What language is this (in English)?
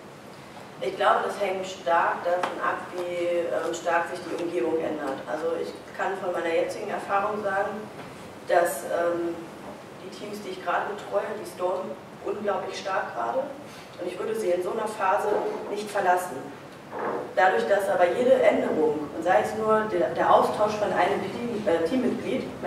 German